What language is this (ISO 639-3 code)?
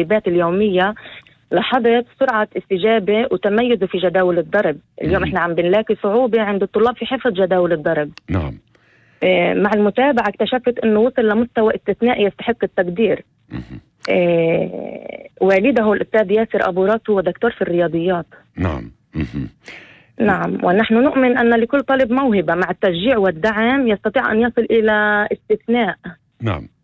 apc